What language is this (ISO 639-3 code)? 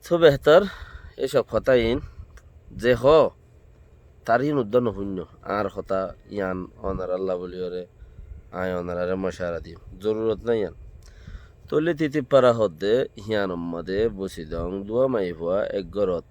rhg